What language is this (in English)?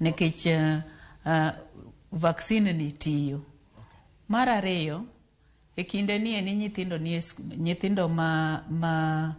Luo (Kenya and Tanzania)